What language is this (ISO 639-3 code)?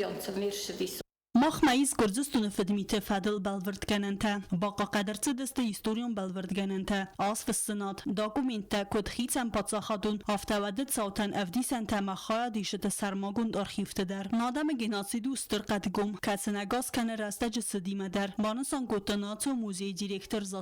oss